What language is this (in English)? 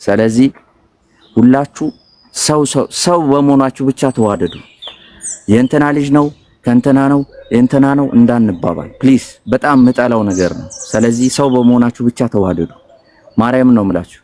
Amharic